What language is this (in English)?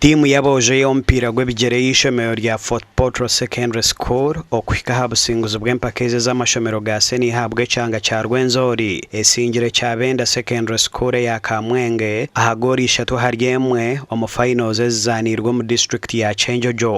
Nyankole